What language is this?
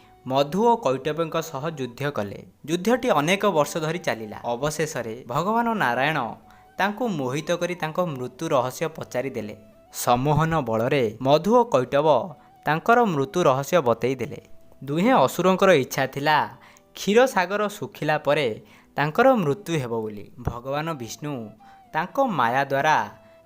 Odia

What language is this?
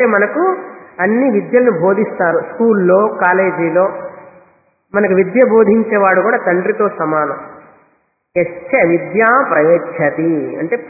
Telugu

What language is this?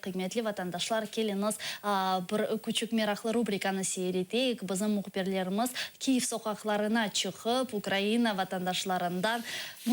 Crimean Tatar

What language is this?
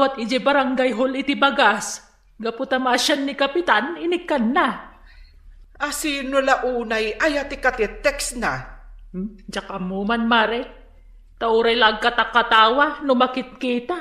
Iloko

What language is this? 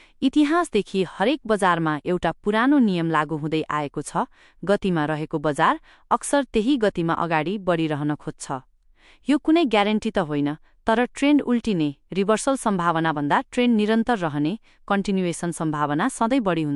Nepali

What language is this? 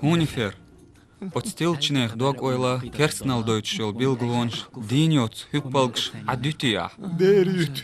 Chechen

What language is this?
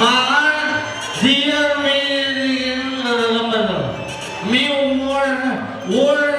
Kara-Kalpak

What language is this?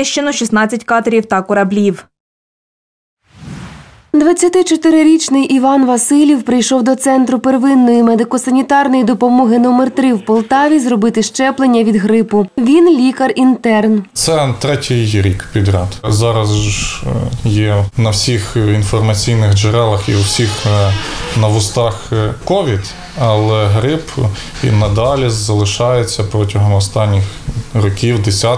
Ukrainian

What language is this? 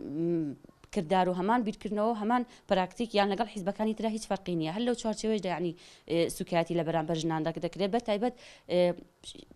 Central Kurdish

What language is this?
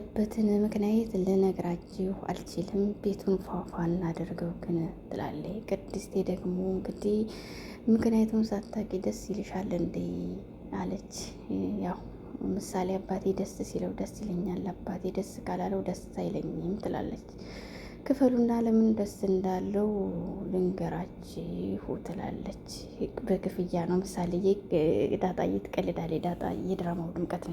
Amharic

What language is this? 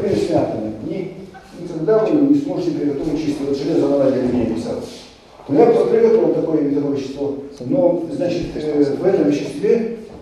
Russian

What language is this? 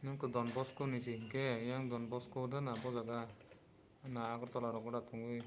Kok Borok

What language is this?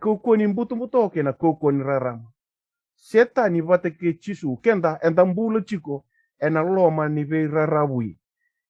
Fijian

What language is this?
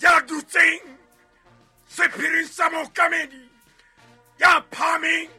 Southern Sotho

